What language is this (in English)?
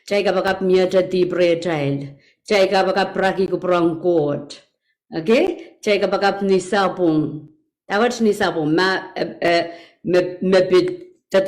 Pohnpeian